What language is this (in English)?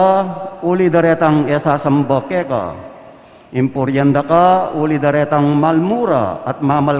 Pampanga